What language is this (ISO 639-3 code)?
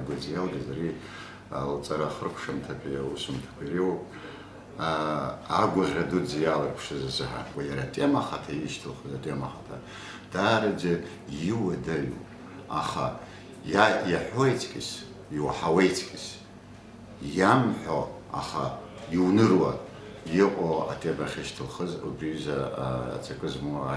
abk